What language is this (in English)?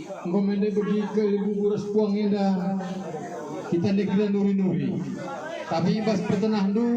Batak Karo